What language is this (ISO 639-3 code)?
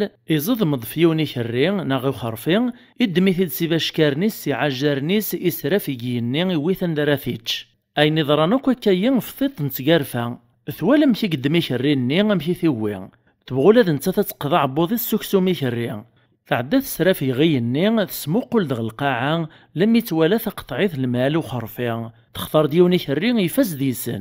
kab